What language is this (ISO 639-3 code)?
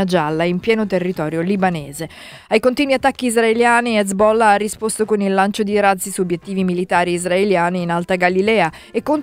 ita